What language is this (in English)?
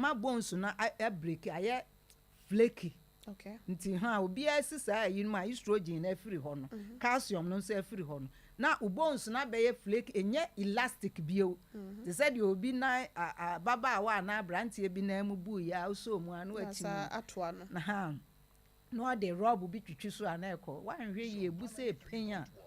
Akan